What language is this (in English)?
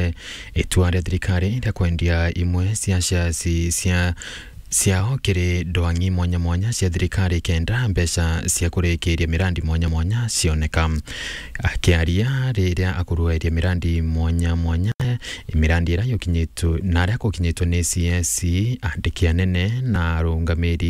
Meru